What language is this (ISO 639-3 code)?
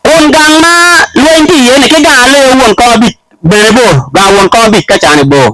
ach